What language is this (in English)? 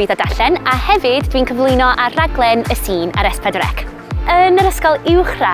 Welsh